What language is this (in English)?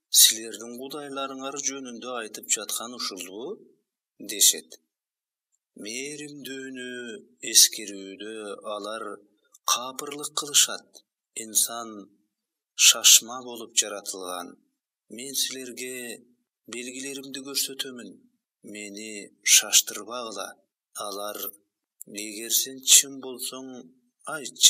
Kyrgyz